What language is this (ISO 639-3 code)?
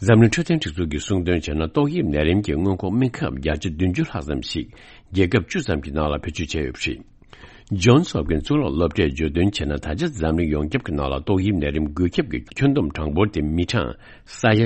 bod